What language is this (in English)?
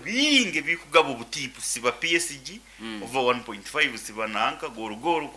Nyoro